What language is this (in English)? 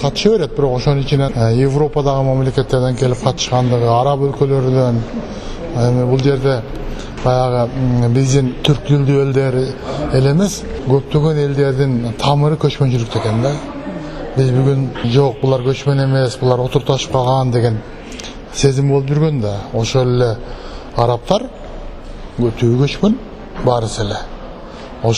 Kyrgyz